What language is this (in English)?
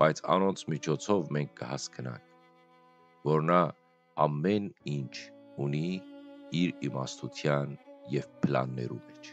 Western Armenian